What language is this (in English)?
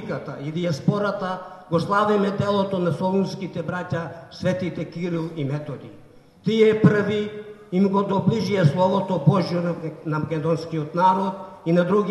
Macedonian